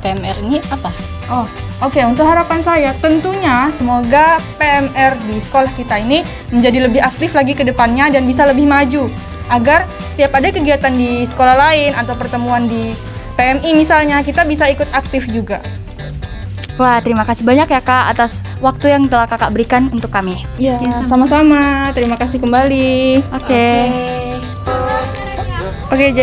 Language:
Indonesian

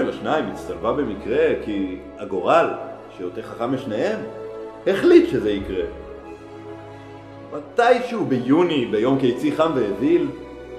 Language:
Hebrew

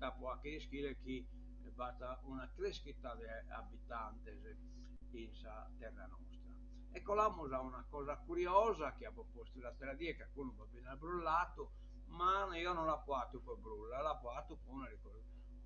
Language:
Sardinian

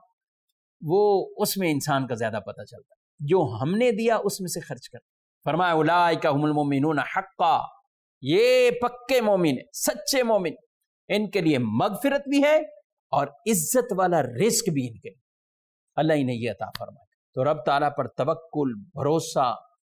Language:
Urdu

